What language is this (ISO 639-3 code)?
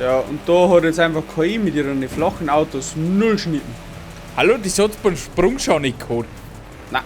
bar